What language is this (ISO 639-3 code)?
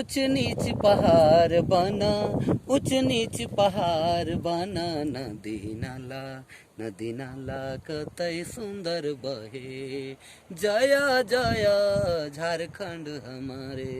sck